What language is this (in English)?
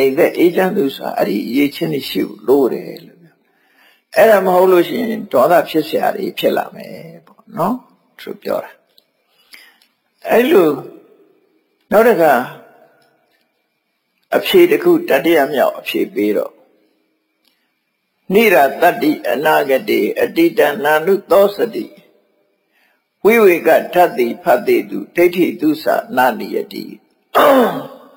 Burmese